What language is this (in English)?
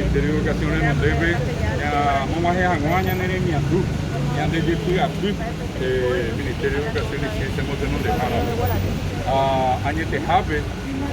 Guarani